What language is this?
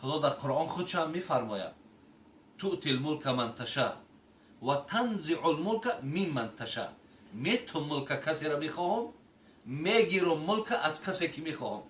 Tajik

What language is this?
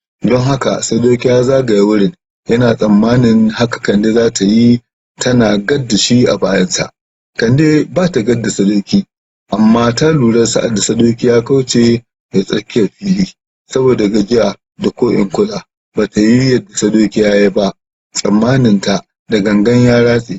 Hausa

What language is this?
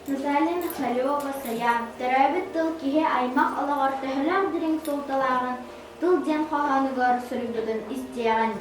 Yakut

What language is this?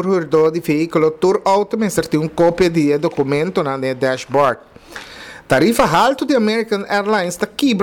Papiamento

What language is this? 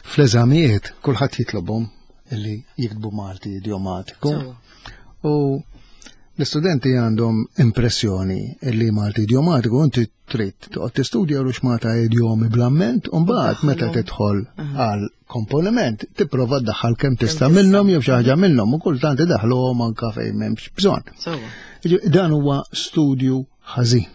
Maltese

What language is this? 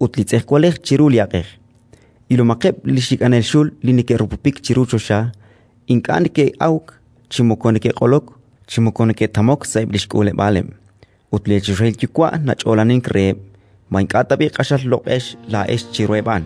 Kekchí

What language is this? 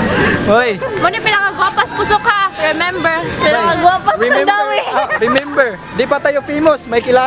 Cebuano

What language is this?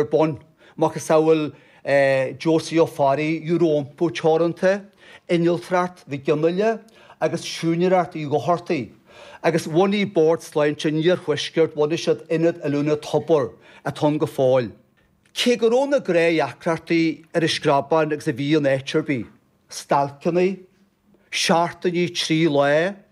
Irish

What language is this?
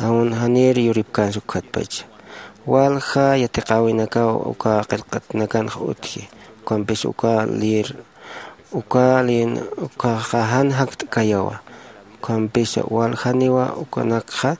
Aymara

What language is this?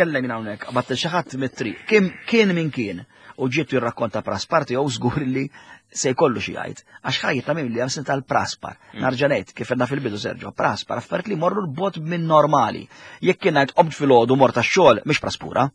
Maltese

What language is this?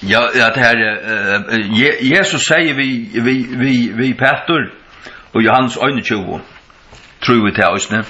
Faroese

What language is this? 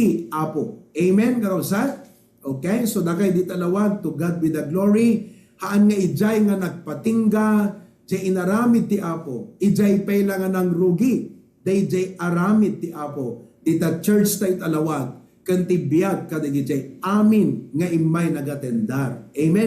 Iloko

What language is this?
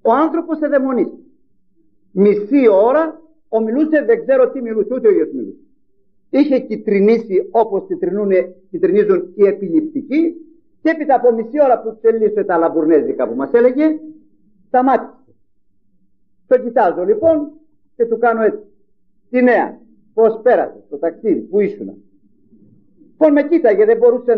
Greek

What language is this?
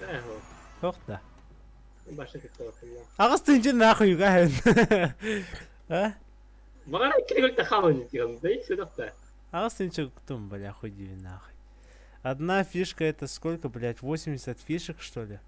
Yakut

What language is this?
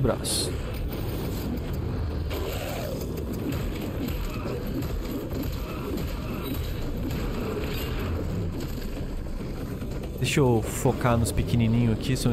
Portuguese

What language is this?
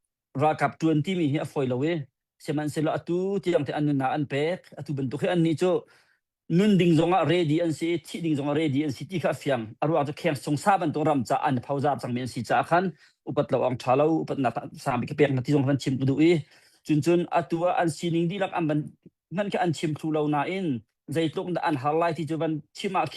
Hakha Chin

